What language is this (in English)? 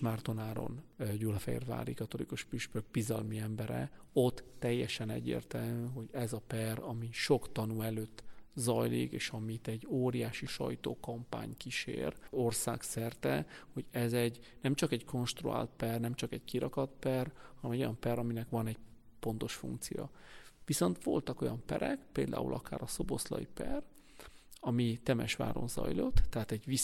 Hungarian